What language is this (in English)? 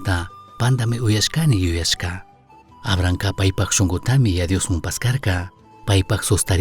Chimborazo Highland Quichua